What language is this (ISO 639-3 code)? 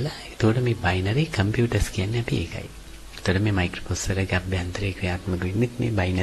sin